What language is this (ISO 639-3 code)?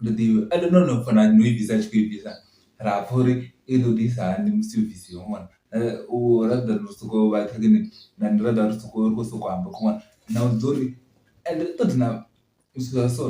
ven